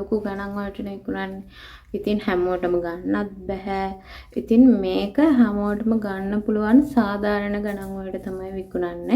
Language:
Sinhala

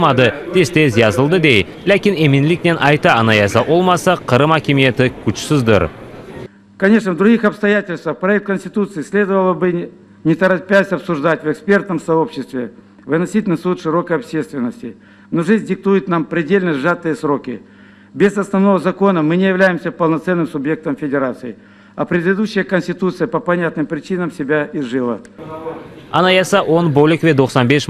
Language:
Crimean Tatar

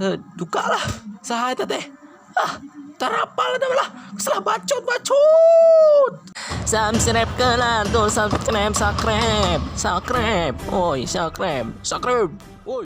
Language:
Sundanese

